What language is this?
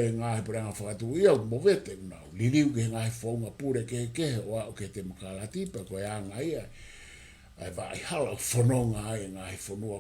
Tongan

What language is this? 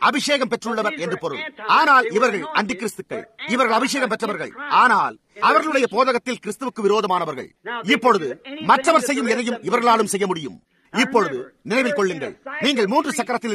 Tamil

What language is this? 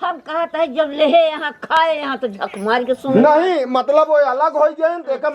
Awadhi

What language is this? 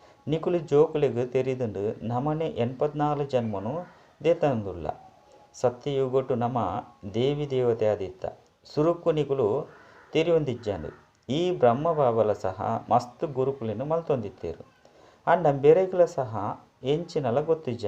Tulu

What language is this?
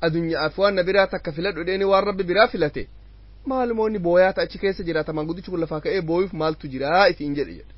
Oromo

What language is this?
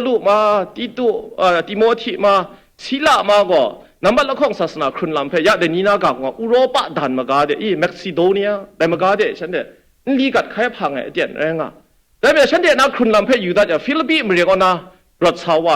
Kachin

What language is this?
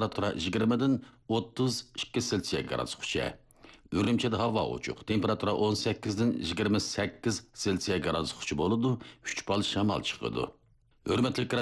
Uyghur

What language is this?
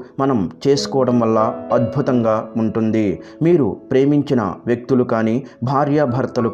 Telugu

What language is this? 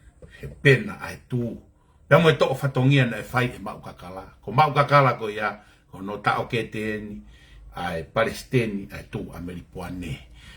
Tongan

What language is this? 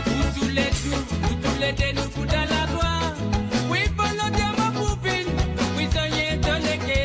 Morisyen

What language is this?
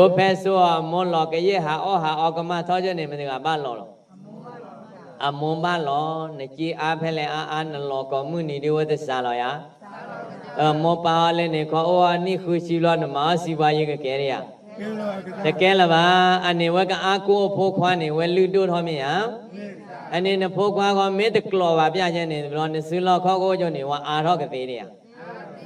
S'gaw Karen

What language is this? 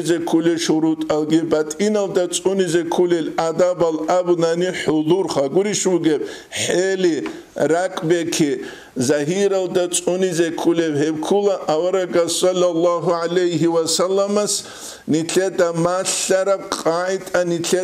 Avaric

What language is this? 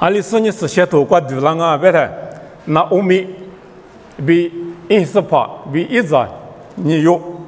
Lisu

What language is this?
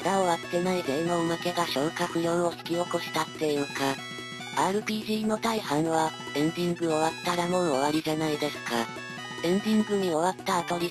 Japanese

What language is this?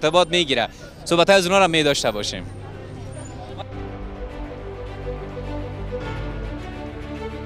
Persian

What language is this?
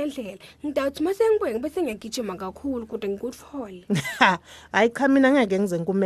Swati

